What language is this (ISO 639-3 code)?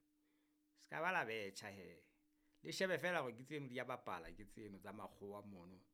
sot